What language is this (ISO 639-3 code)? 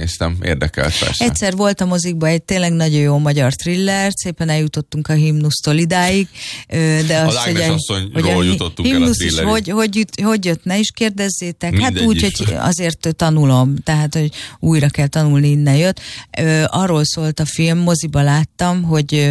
hun